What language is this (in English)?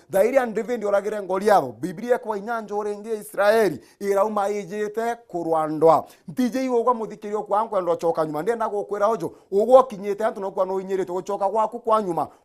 Meru